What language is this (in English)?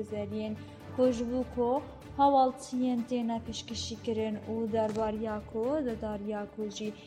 Kurdish